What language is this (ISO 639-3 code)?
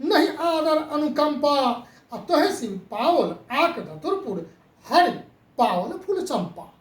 mai